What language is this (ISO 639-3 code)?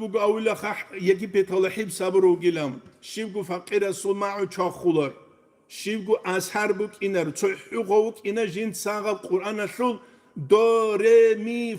ava